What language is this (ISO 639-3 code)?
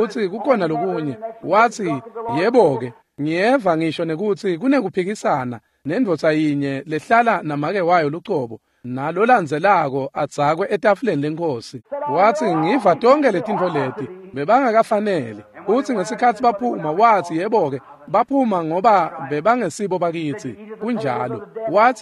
ssw